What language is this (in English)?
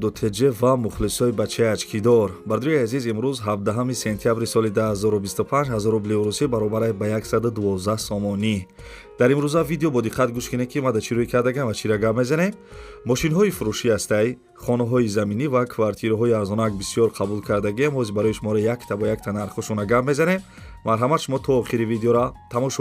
Tajik